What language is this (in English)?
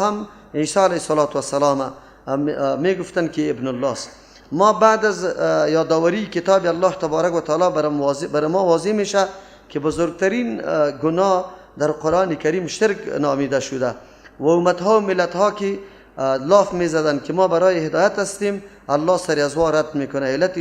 Persian